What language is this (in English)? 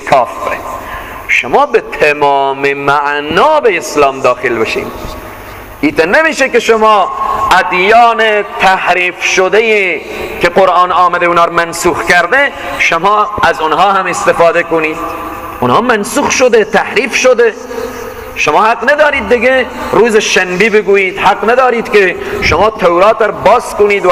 Persian